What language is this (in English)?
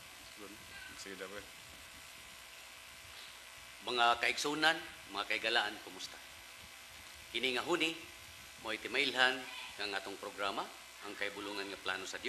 Cebuano